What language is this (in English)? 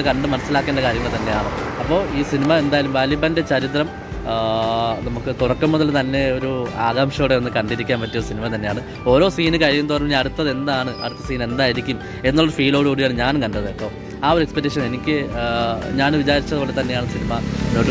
Malayalam